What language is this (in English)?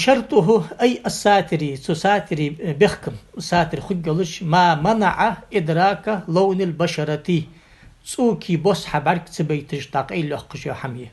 Ingush